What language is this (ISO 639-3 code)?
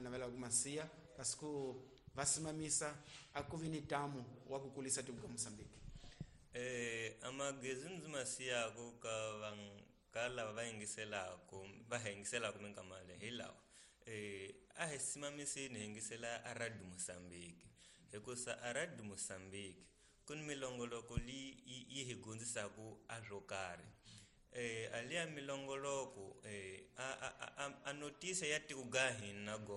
tso